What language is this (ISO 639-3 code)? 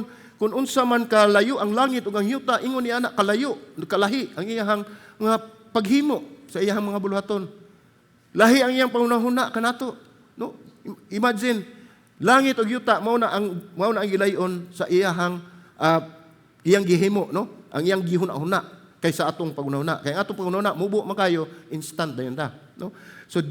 ceb